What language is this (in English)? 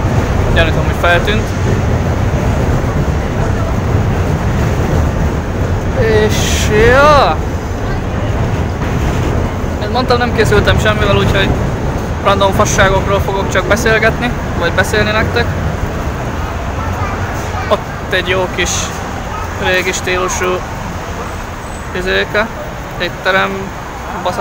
Hungarian